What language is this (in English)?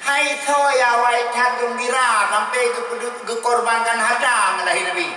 Achinese